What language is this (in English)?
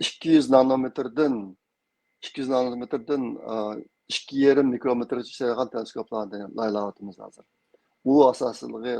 Uyghur